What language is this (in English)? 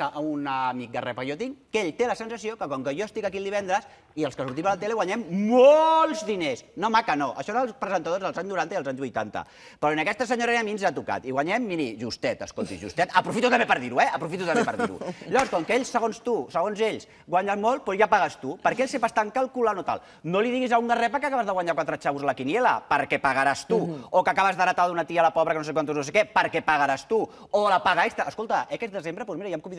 Catalan